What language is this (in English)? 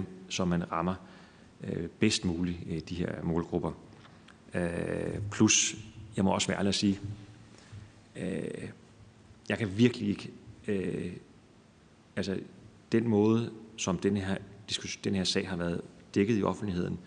Danish